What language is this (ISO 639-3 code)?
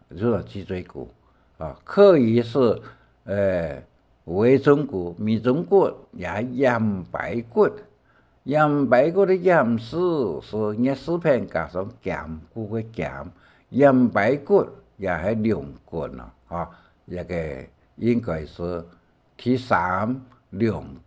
hak